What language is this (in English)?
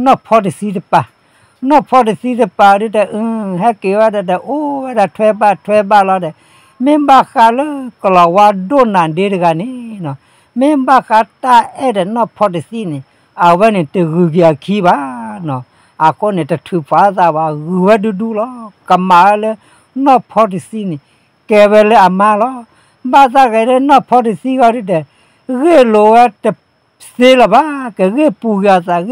S'gaw Karen